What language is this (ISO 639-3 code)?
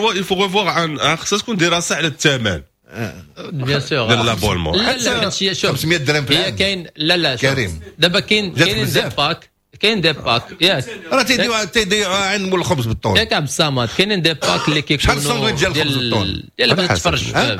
ary